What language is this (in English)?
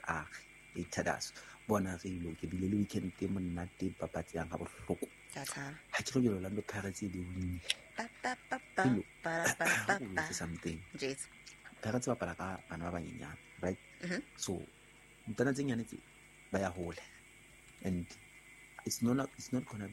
Southern Sotho